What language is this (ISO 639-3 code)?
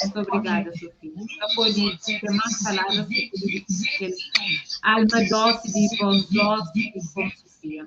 kea